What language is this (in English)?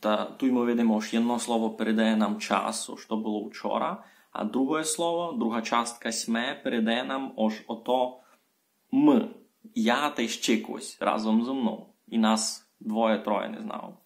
Rusyn